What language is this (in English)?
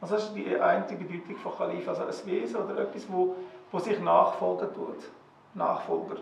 Swiss German